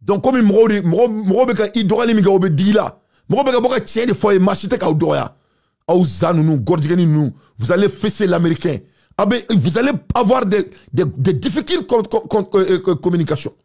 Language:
Bambara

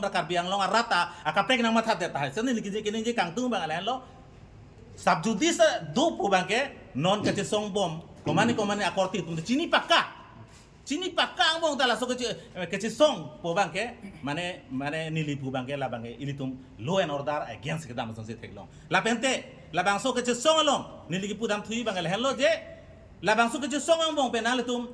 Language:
Karbi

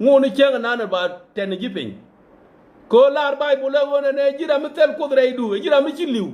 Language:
Nuer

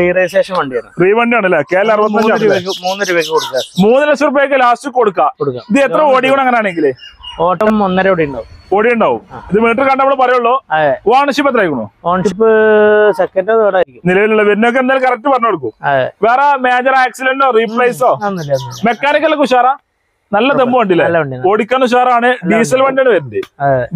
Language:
Malayalam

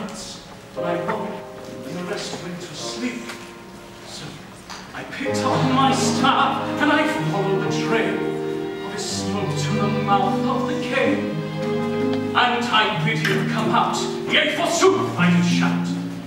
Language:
English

